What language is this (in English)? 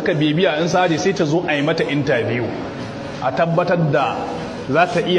Hausa